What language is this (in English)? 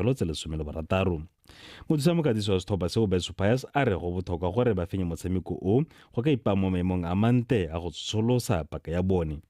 Tswana